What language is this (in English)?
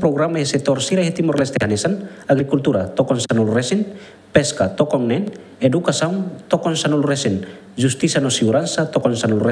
Tetum